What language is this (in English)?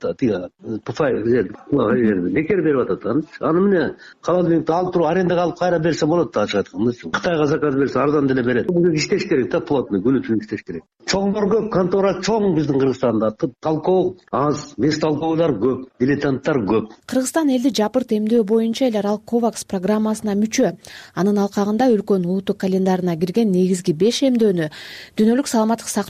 Kyrgyz